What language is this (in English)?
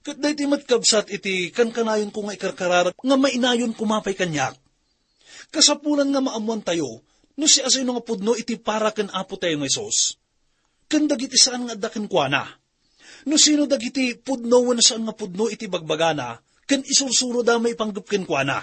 Iloko